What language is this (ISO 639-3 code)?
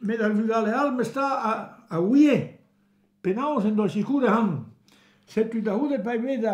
bre